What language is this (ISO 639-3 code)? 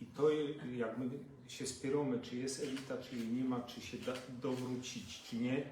szl